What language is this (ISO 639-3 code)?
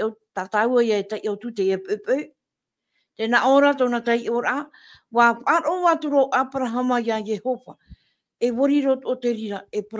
tah